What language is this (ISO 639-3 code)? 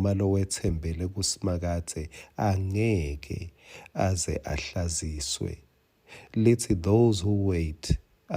ssw